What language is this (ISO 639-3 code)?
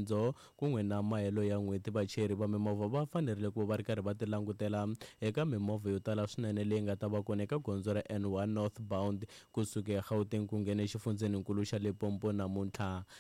tso